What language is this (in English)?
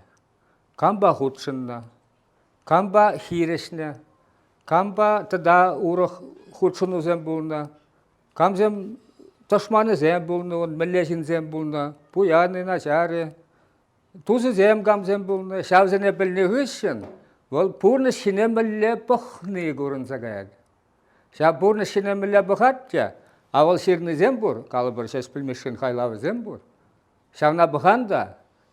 Chuvash